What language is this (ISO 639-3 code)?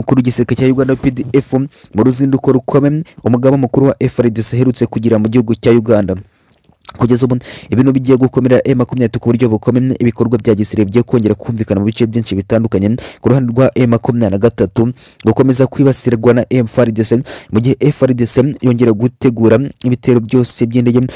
kin